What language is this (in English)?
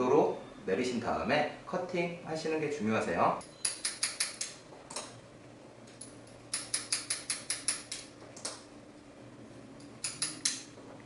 Korean